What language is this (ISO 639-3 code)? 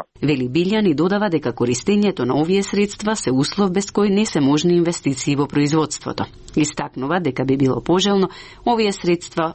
mkd